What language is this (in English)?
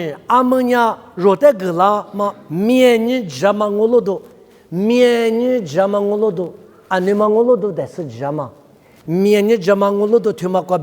Lisu